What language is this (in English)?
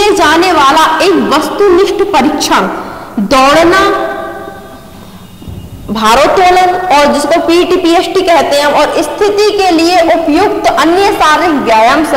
Hindi